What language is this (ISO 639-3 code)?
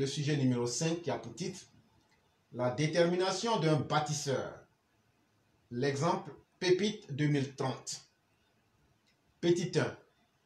fra